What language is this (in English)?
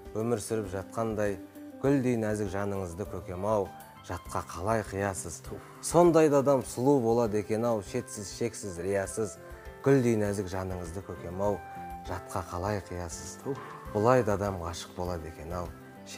Kazakh